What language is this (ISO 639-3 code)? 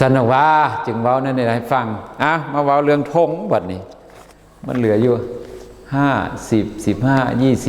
lao